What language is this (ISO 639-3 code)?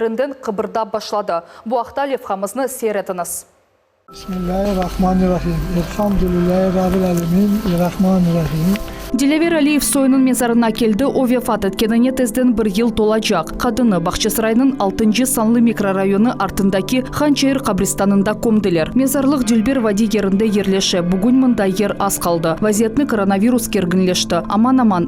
crh